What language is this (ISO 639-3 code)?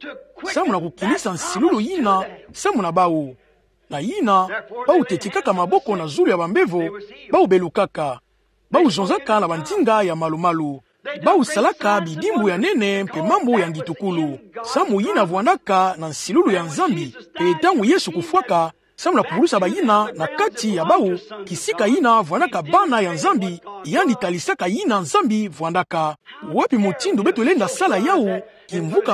ktu